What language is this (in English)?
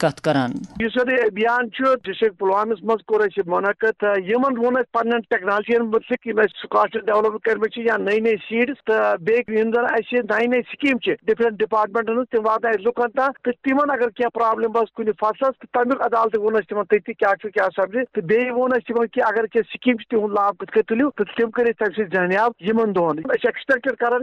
Kashmiri